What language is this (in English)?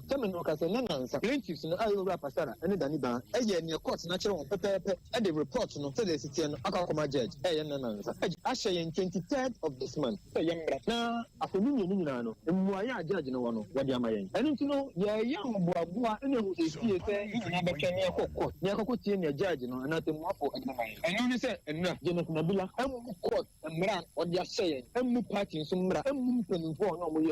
Akan